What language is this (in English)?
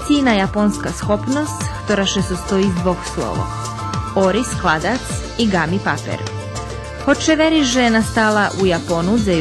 Rusyn